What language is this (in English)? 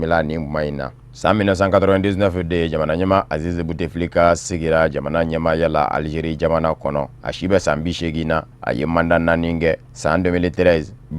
Bambara